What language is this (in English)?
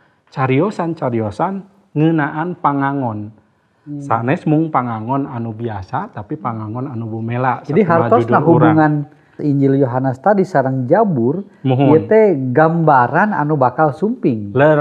Sundanese